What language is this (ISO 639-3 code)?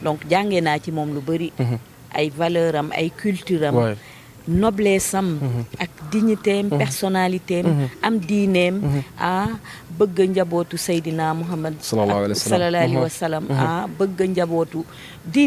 wol